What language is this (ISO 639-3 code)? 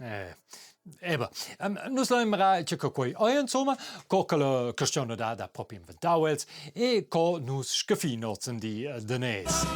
roh